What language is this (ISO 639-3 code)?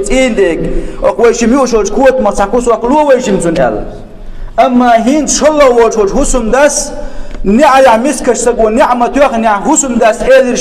che